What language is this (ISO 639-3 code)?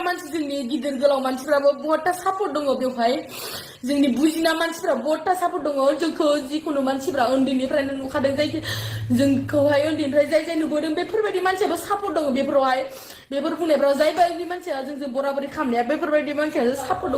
brx